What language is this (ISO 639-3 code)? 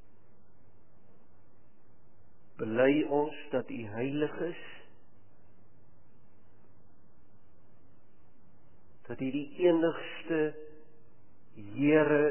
afr